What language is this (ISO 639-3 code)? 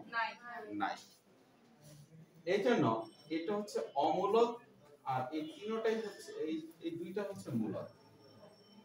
ben